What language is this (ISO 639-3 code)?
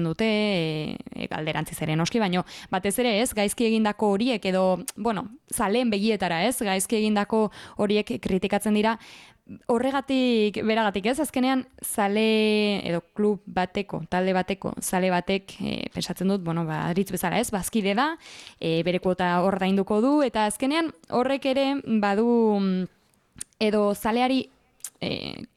eus